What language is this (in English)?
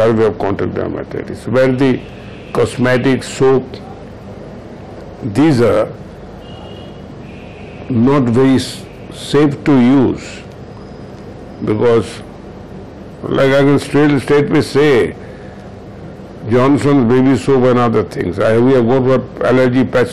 English